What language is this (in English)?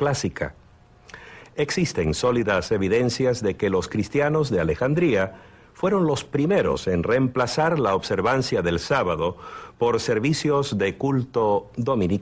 Spanish